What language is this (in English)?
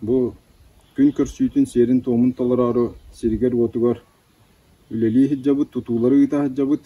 Yakut